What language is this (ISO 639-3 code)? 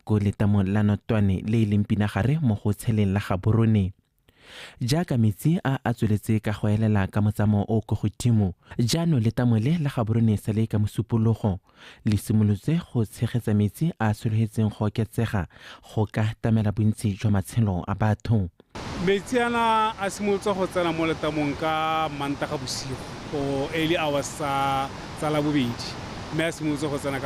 tsn